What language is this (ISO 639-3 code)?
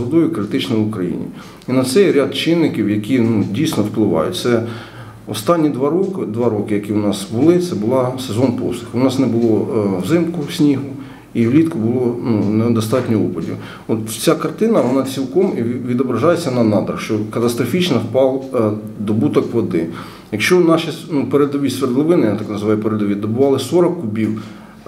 ukr